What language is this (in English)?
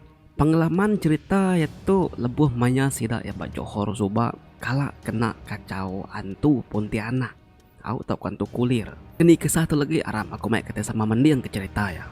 Iban